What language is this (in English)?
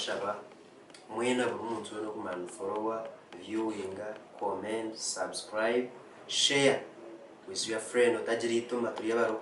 Nyankole